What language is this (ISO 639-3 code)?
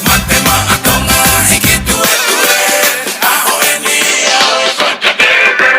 ton